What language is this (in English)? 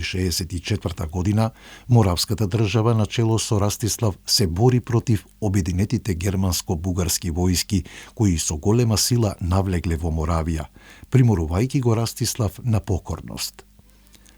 Macedonian